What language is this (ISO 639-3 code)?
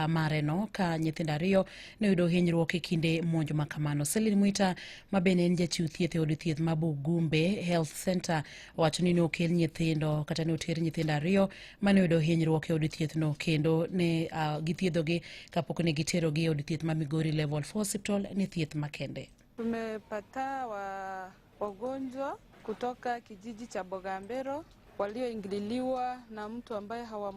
luo